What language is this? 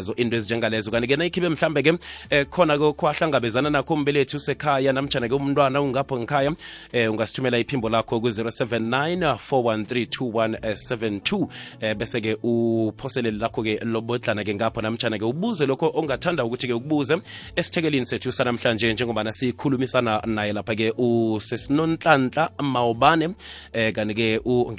South Ndebele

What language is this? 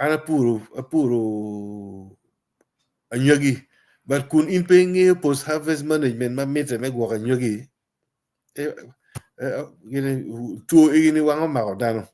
Acoli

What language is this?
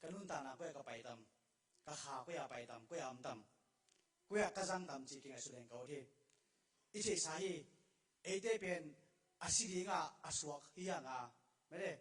Tedim Chin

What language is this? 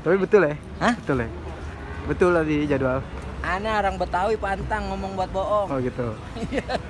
Betawi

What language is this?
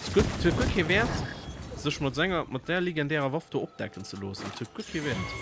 Luxembourgish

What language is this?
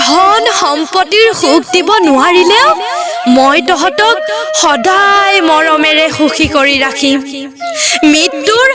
Assamese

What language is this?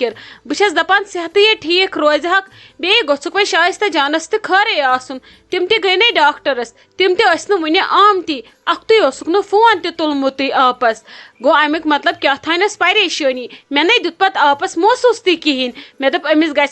Kashmiri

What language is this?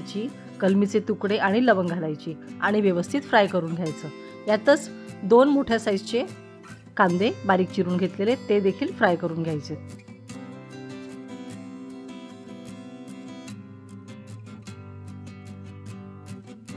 Marathi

